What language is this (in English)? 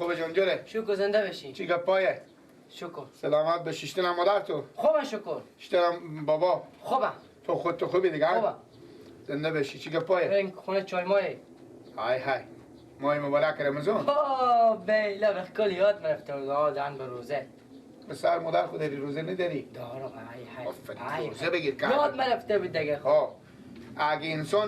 Persian